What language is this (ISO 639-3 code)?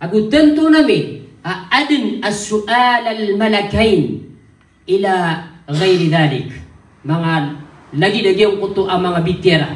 mrw